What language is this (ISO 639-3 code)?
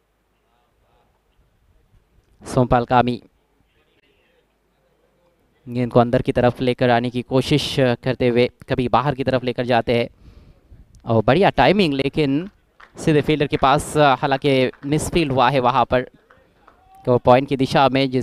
hin